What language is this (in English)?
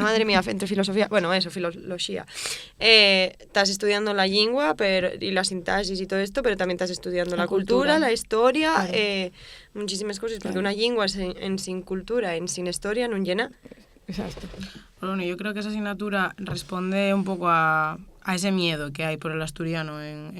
Asturian